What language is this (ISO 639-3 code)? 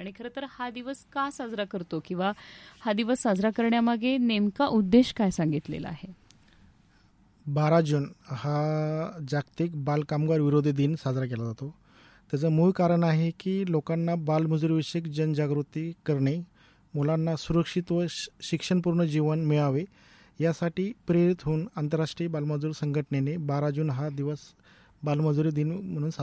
mar